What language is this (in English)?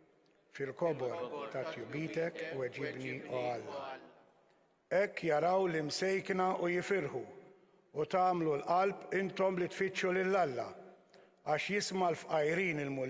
Maltese